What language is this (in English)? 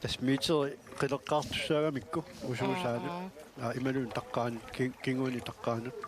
Kalaallisut